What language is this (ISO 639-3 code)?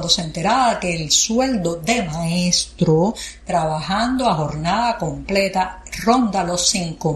spa